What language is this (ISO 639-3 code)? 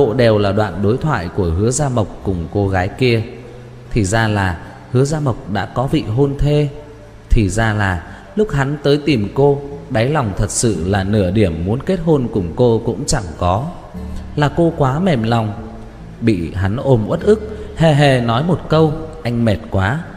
vie